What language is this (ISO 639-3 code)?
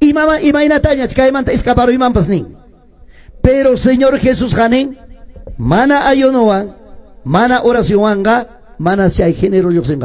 que